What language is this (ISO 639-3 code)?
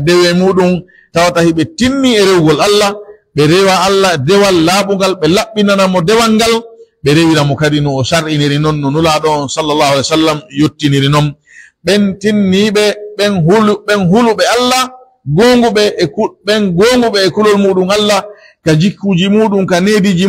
fuf